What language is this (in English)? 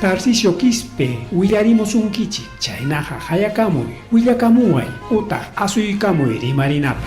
Ayacucho Quechua